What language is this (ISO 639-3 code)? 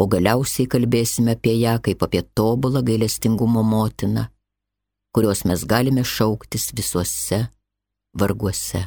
lit